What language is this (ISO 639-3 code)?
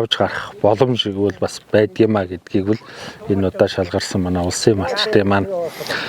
mon